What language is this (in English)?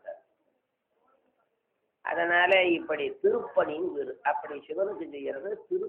Tamil